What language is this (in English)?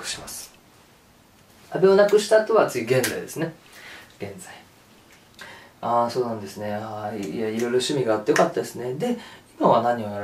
Japanese